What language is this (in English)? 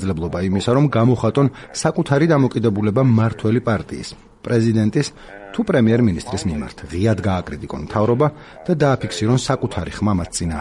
Georgian